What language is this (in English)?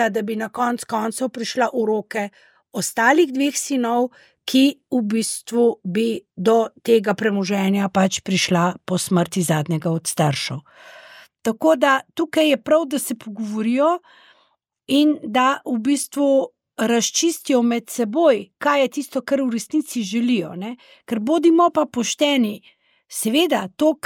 Slovenian